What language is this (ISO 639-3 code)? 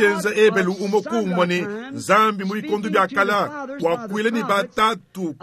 lua